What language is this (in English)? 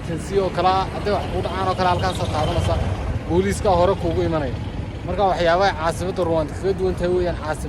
Somali